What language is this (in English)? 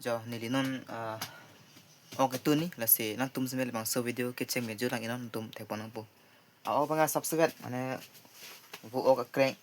Karbi